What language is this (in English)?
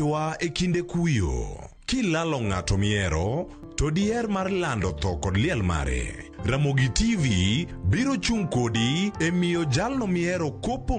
Luo (Kenya and Tanzania)